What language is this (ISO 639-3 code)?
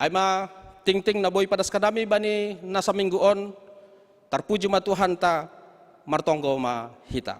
bts